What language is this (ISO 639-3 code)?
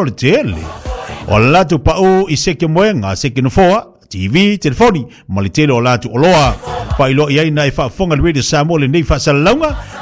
smo